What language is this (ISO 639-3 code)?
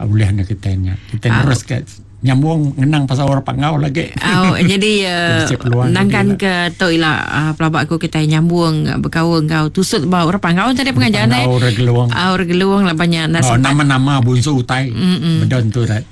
iba